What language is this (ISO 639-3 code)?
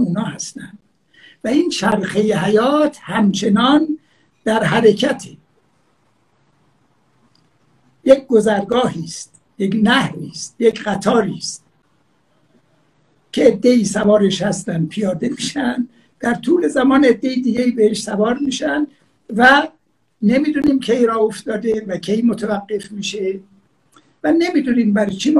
fas